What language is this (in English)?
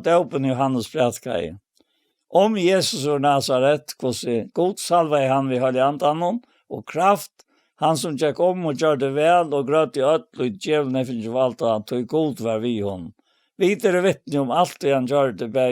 Faroese